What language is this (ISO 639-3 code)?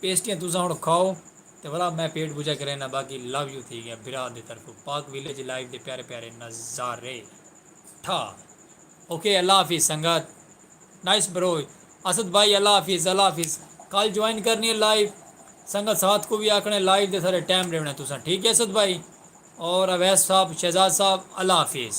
skr